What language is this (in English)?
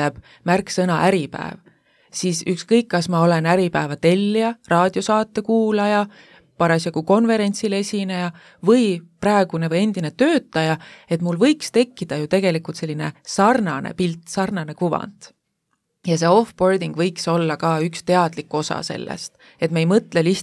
Estonian